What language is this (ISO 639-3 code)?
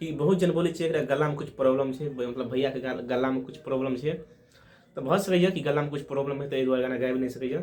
mai